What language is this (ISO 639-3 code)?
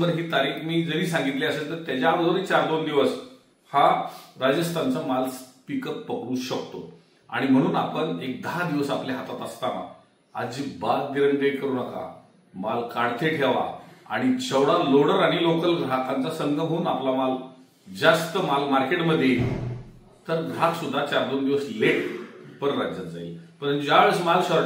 mar